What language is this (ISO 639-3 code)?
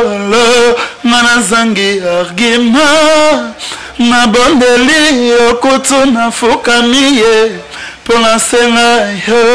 lin